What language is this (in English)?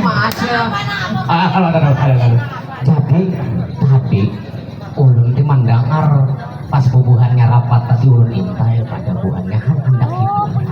Banjar